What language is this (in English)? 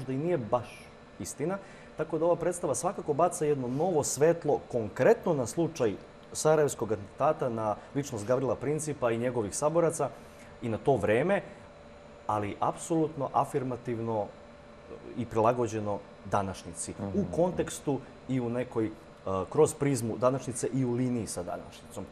Serbian